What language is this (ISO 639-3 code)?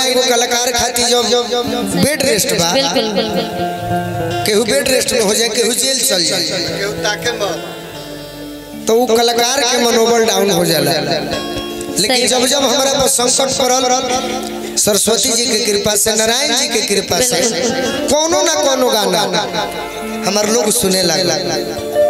bho